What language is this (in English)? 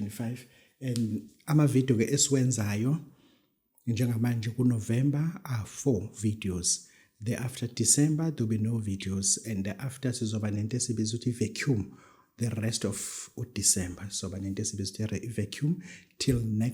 Zulu